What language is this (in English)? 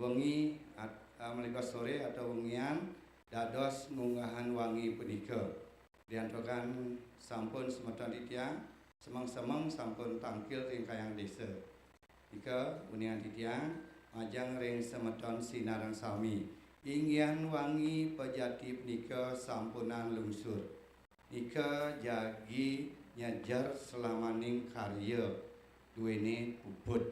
Balinese